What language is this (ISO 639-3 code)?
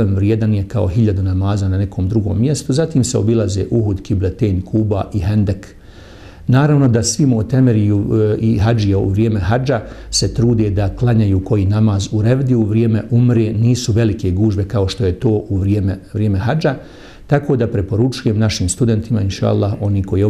bos